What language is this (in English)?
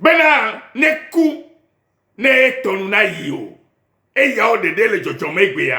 Ewe